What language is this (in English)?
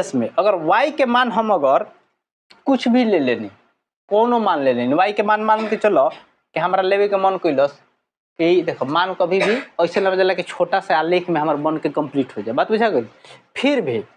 Bhojpuri